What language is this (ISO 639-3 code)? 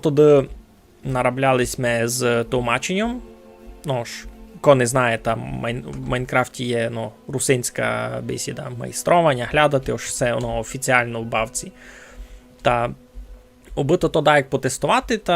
rue